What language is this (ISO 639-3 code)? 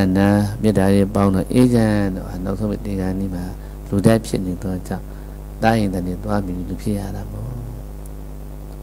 mya